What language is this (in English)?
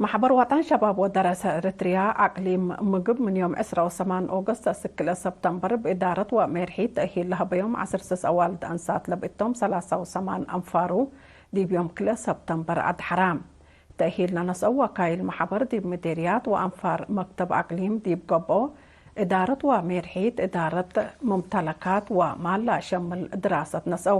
Tigre